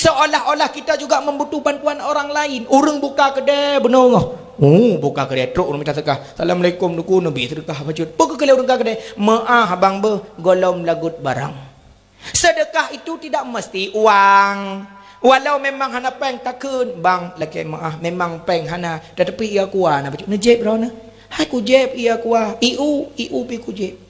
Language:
Achinese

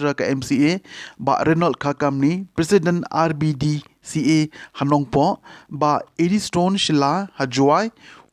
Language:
Khasi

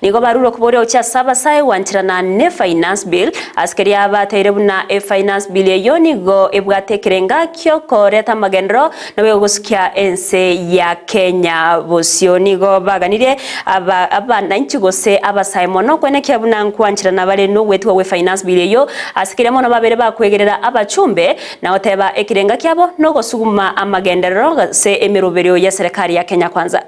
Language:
Gusii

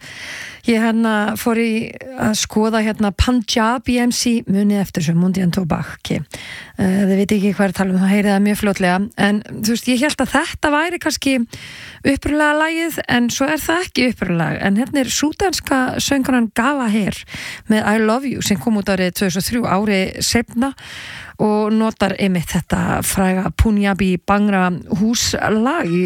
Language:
Icelandic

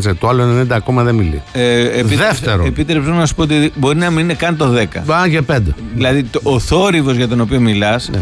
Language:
Greek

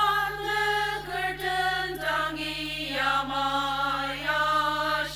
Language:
Ao Naga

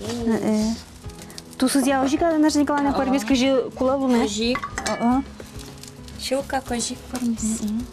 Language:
Udmurt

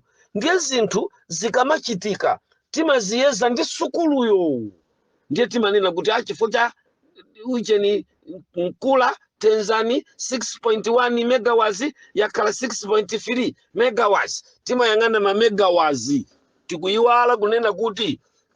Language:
Nyanja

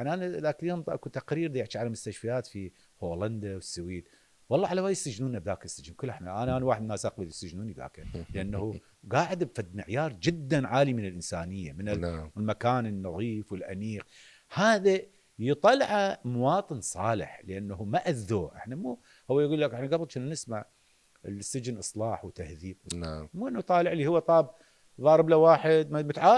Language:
Mesopotamian Arabic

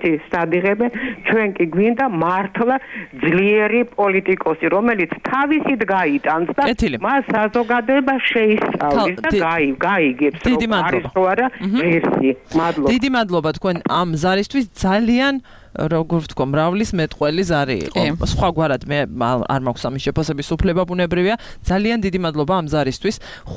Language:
Georgian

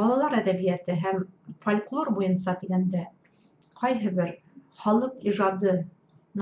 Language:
Bashkir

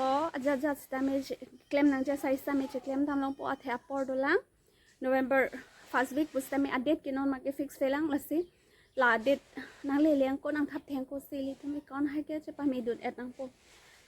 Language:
Karbi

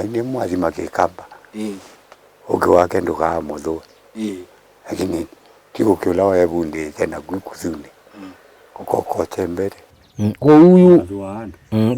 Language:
Kamba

